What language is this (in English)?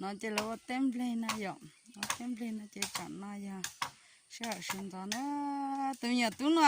Hmong